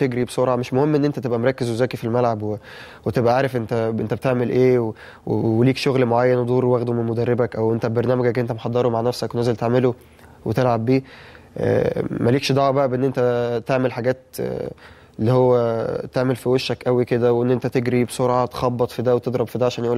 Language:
Egyptian Arabic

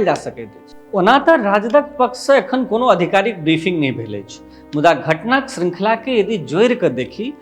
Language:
Maithili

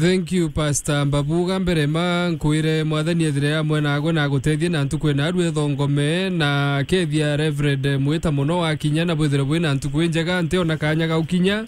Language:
Meru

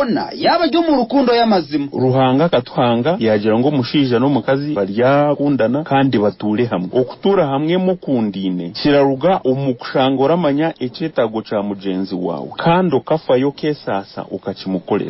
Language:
Nyankole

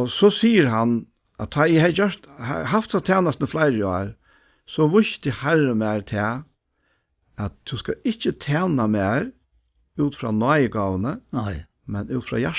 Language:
Faroese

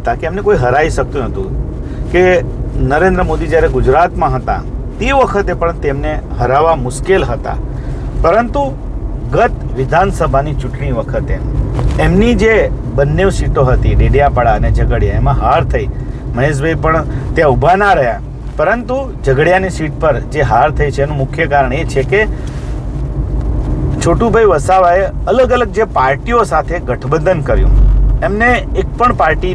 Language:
Gujarati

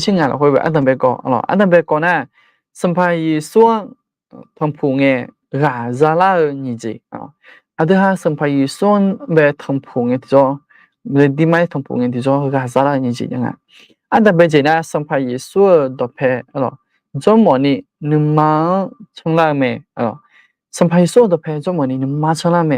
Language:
Akha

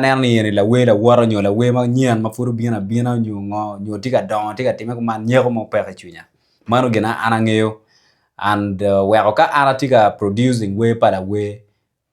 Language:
Acoli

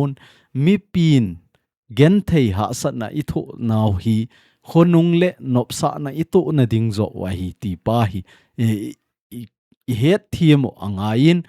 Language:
Thado Chin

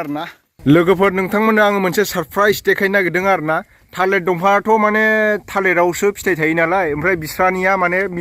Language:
Bodo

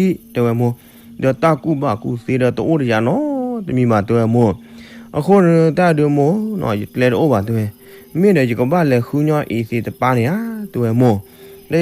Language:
S'gaw Karen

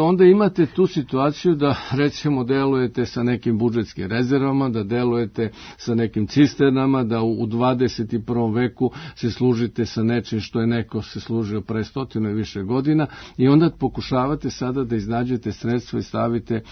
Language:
Serbian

